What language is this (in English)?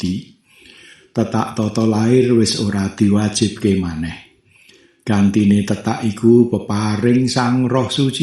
Javanese